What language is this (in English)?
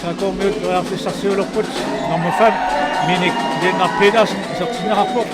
Kalaallisut